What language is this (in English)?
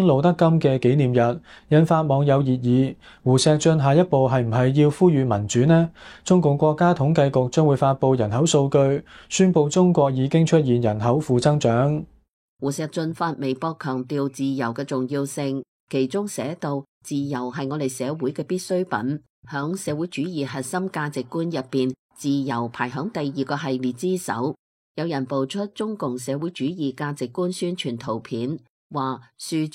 Cantonese